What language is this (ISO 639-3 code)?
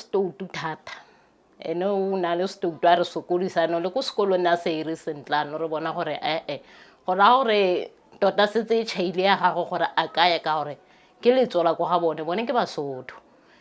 tsn